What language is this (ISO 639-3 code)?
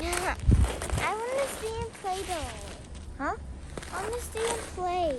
ceb